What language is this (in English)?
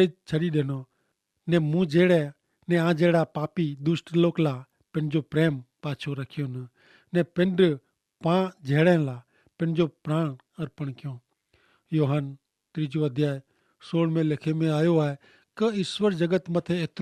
Kachhi